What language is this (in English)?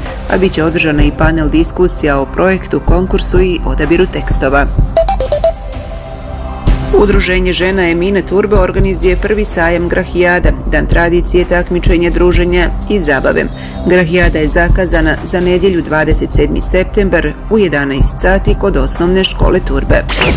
Bosnian